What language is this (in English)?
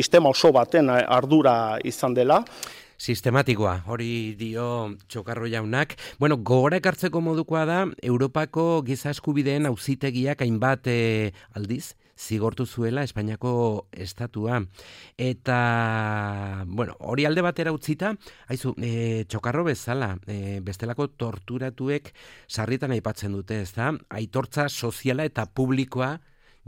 Basque